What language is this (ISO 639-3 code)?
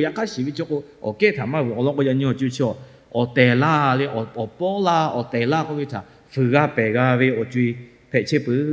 lhu